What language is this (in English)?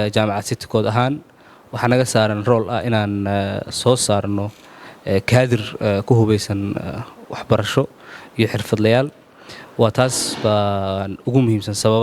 Somali